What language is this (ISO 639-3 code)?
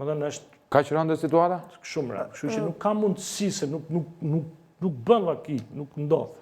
sqi